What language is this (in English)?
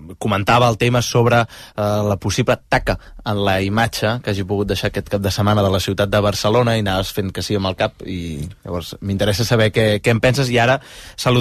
Catalan